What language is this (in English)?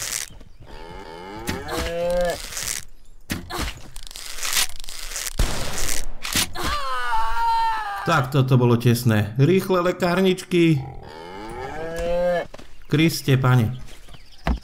Slovak